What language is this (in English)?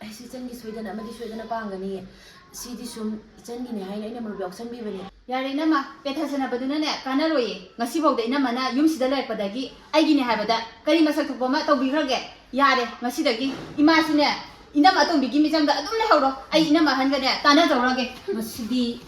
Manipuri